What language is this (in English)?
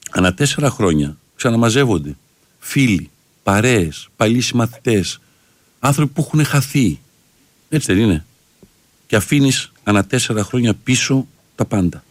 Greek